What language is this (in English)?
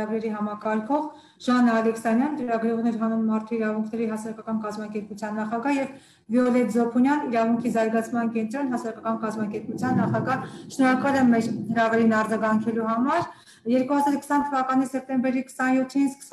Armenian